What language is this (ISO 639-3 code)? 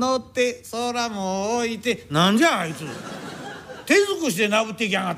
jpn